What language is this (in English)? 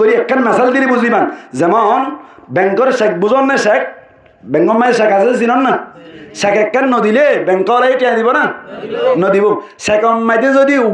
Rohingya